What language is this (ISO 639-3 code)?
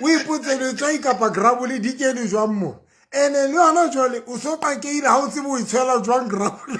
sot